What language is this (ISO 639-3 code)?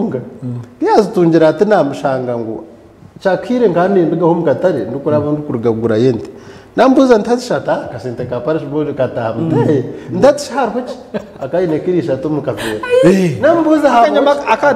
nyn